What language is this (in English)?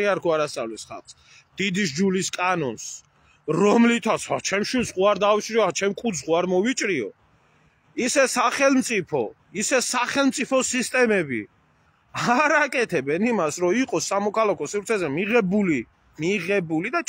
Georgian